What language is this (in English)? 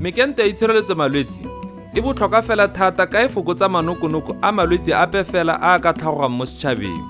Tswana